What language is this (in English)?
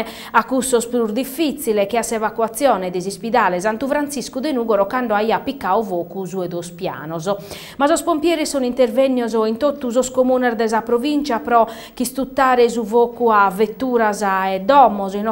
Sardinian